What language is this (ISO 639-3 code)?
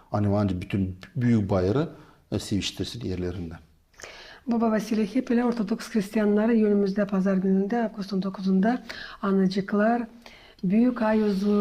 gag